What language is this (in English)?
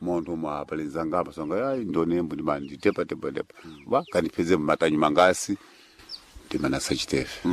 Sena